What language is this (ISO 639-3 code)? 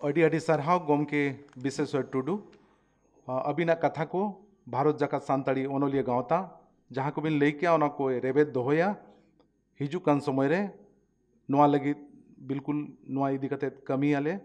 sat